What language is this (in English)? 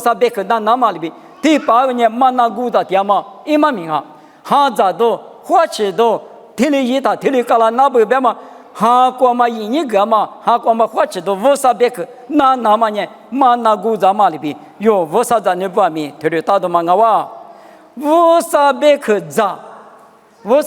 Lisu